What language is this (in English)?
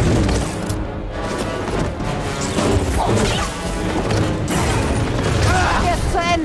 German